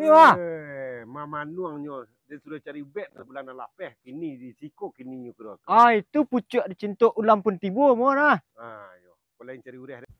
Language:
Minangkabau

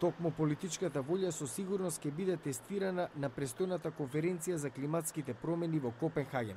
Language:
Macedonian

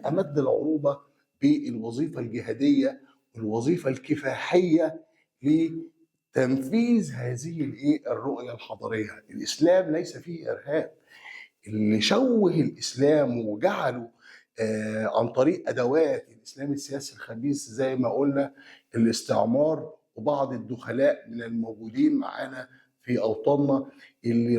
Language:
Egyptian Arabic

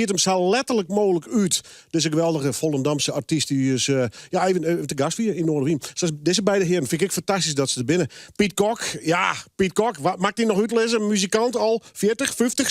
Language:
Western Frisian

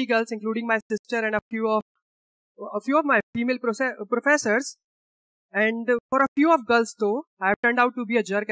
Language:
English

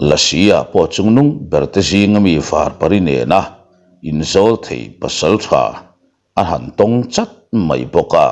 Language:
Mizo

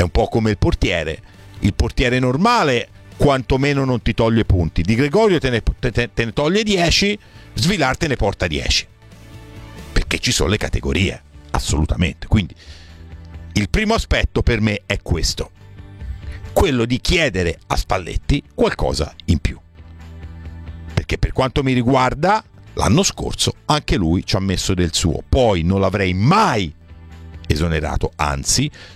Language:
Italian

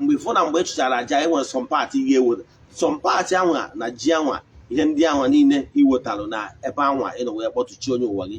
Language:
Igbo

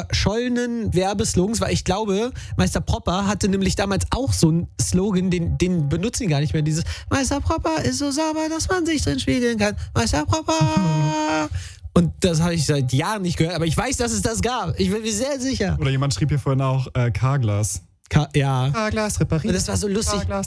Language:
German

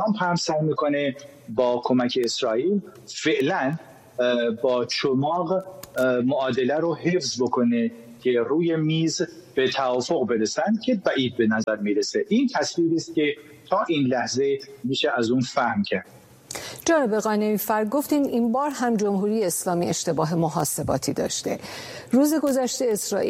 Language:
Persian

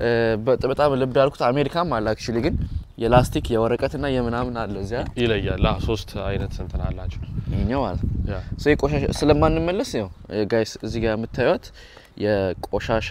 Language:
Amharic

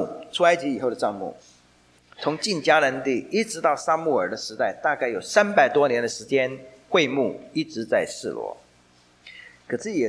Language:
Chinese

